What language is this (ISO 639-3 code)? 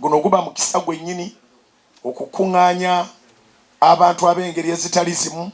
lug